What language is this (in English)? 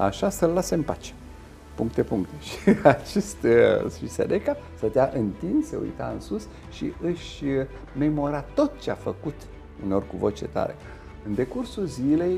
Romanian